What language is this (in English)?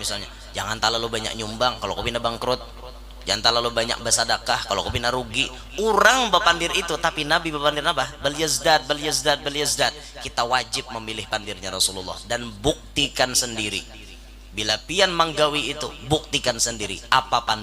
Banjar